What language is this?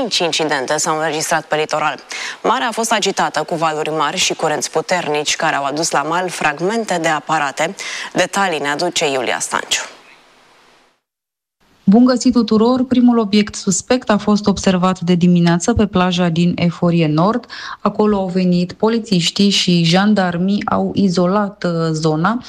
Romanian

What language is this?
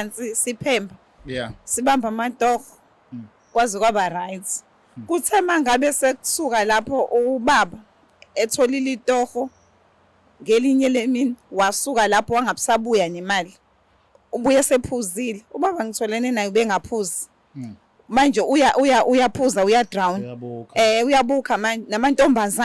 Zulu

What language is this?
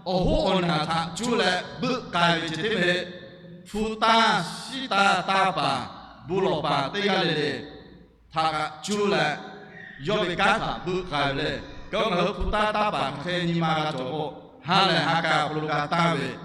Lahu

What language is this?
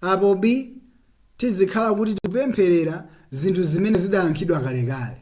Nyanja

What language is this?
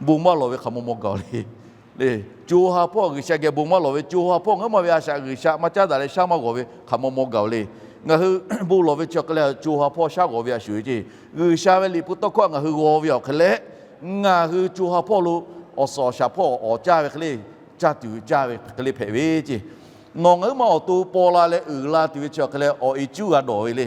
Lahu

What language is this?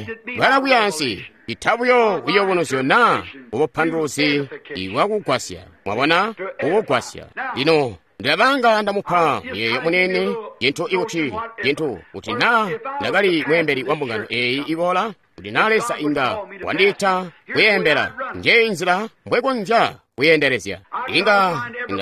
Tonga (Zambia)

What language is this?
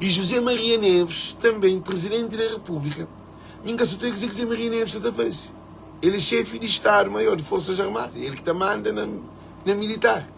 Kabuverdianu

